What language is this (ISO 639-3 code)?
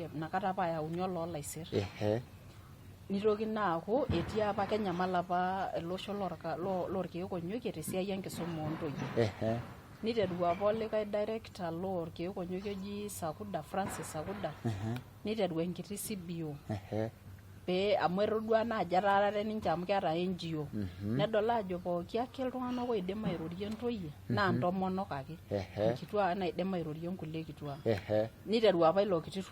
mas